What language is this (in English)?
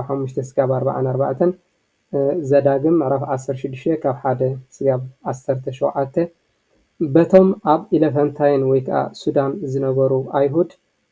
Tigrinya